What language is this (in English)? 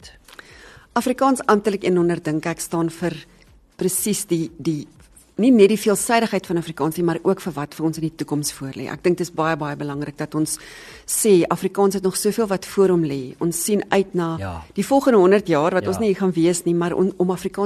Afrikaans